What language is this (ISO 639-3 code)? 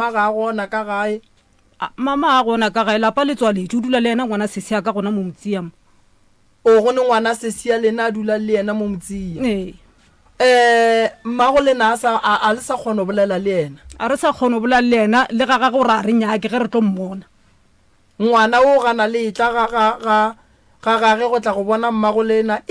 nso